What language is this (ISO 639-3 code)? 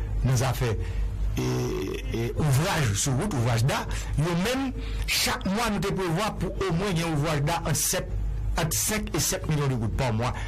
hat